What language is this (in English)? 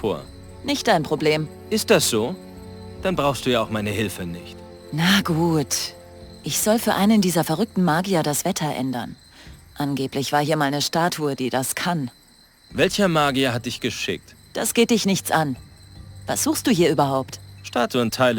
Bavarian